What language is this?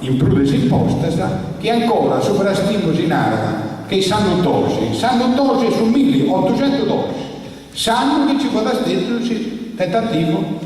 Sardinian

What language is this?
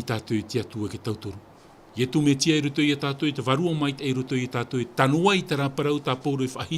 Tahitian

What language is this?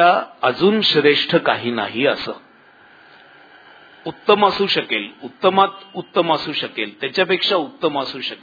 Marathi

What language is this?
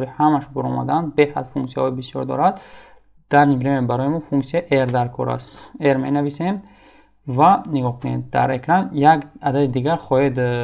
Tajik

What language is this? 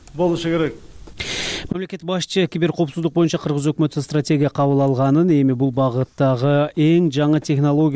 Kyrgyz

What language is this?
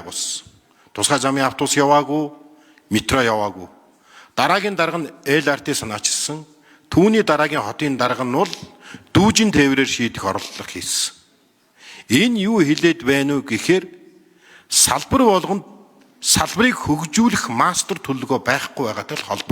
Mongolian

